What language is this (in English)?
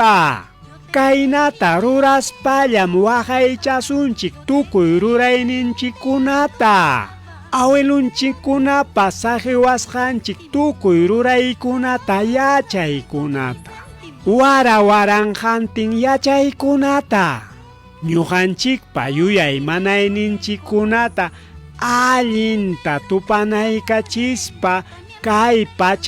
Ayacucho Quechua